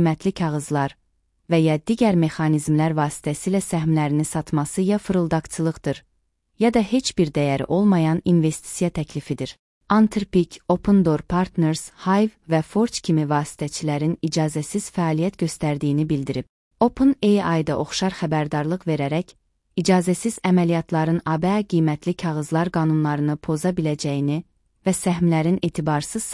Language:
Azerbaijani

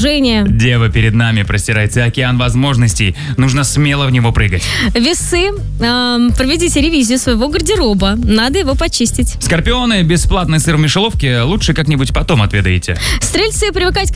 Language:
Russian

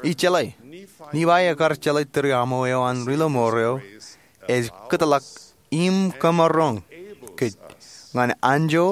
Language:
Marshallese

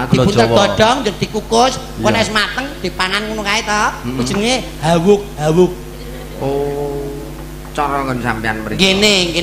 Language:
Javanese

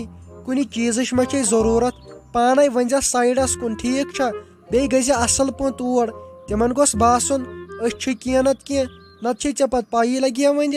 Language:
Kashmiri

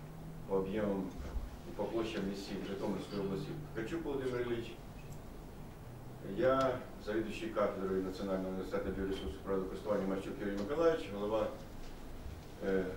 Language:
Ukrainian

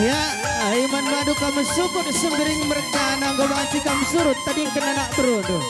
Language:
Batak Karo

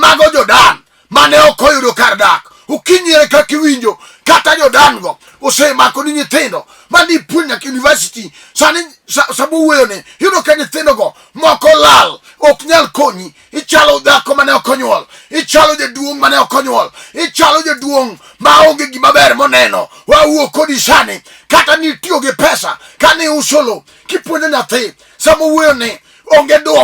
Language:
Luo (Kenya and Tanzania)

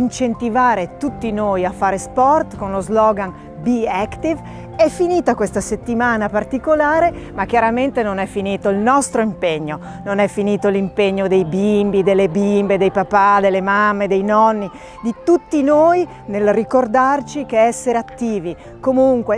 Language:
Italian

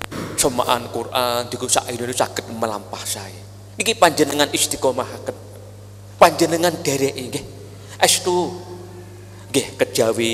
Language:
Javanese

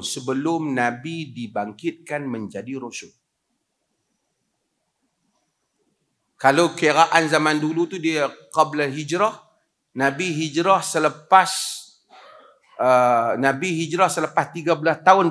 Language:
Malay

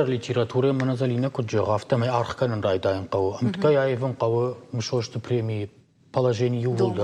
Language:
Ossetic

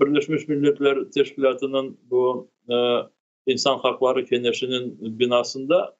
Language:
Crimean Tatar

